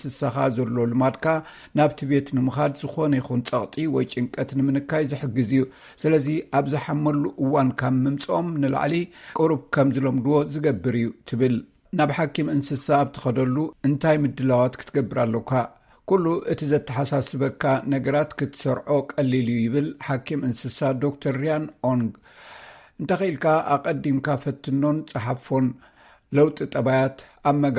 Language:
Tigrinya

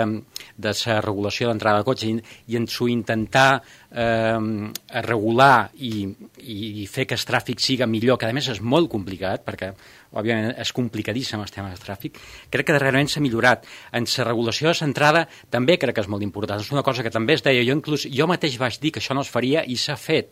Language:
Catalan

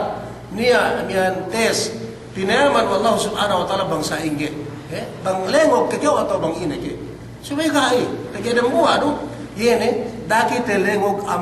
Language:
Yakan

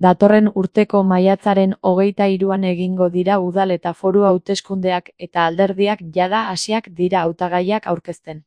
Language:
Basque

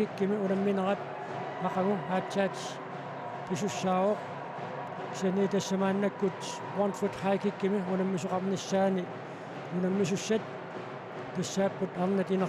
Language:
Kalaallisut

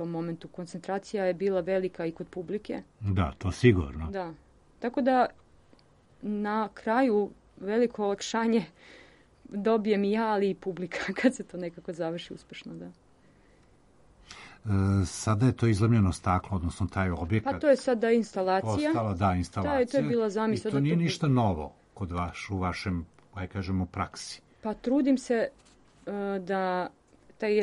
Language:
Serbian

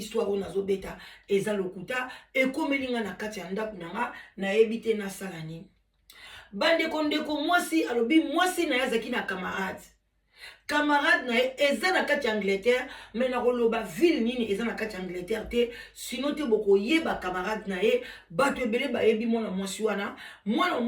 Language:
Lingala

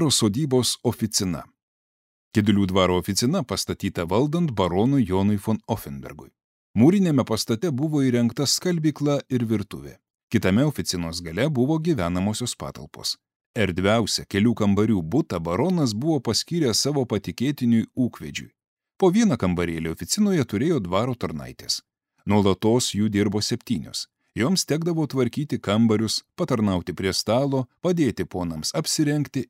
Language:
Lithuanian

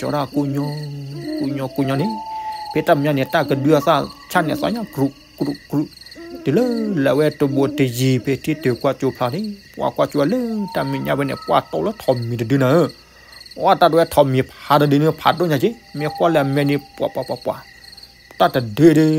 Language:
S'gaw Karen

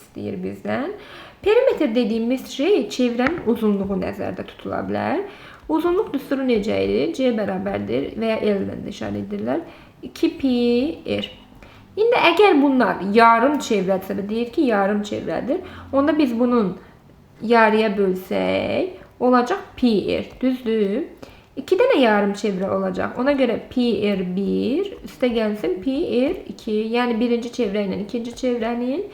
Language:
Azerbaijani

